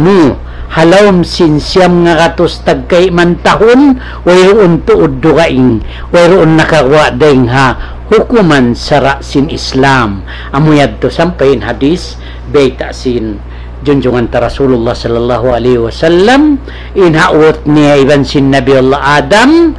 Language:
Tausug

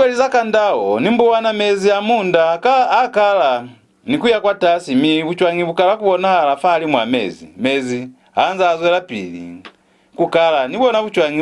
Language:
Lozi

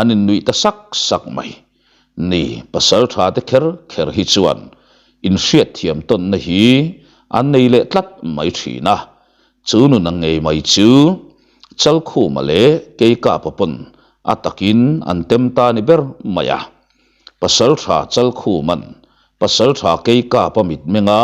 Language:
Mizo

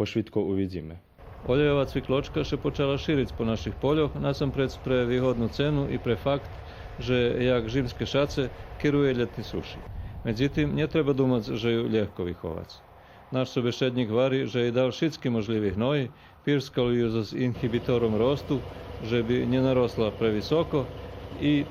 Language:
Rusyn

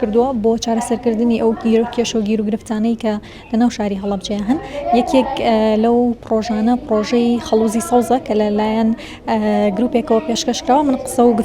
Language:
Central Kurdish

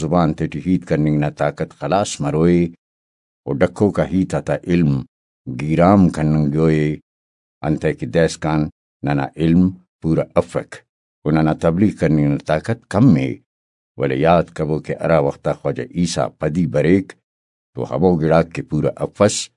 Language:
Brahui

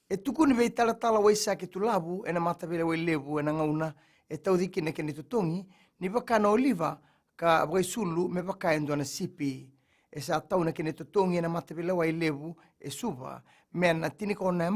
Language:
Fijian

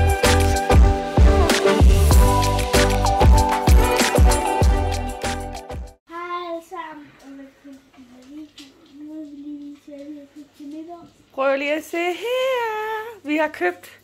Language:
Danish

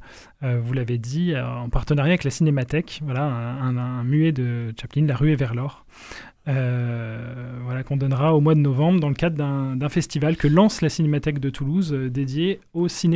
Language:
French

